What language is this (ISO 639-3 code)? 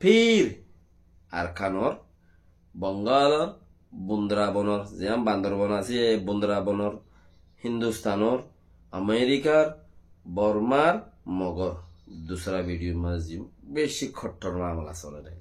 rhg